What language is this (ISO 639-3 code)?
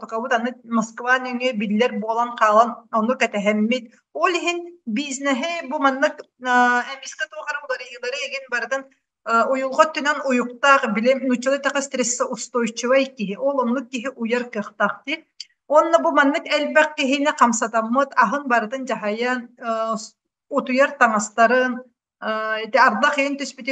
sah